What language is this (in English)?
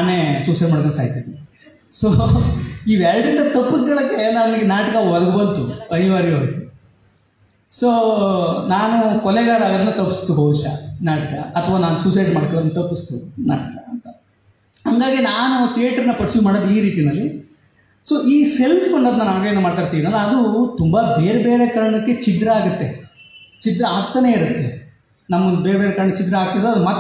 Kannada